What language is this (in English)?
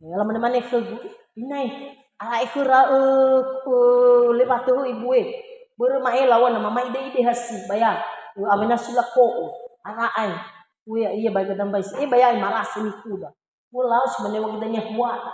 Nias